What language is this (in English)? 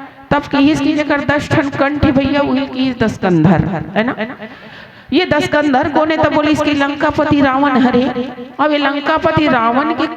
Chhattisgarhi